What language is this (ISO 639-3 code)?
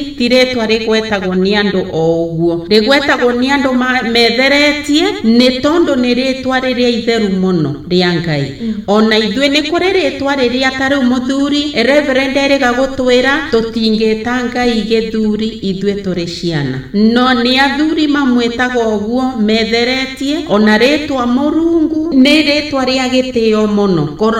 kik